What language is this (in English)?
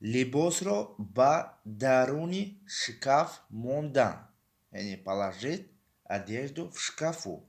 Tajik